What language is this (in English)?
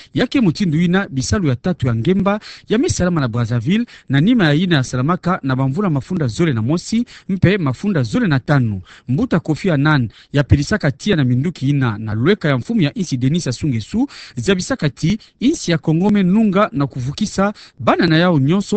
Kituba (Democratic Republic of Congo)